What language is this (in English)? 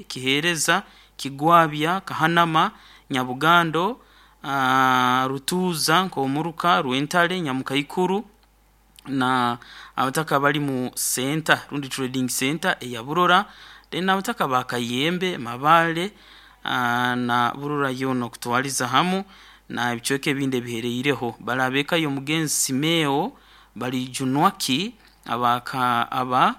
Nyoro